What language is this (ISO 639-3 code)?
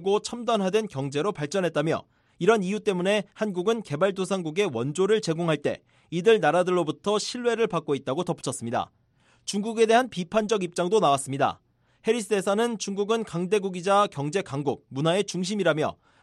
kor